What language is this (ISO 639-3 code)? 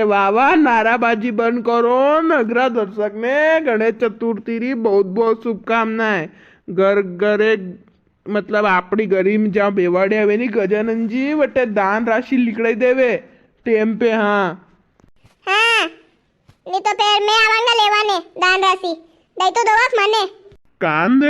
raj